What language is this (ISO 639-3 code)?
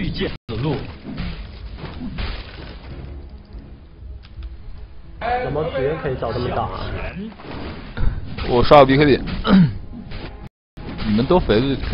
zho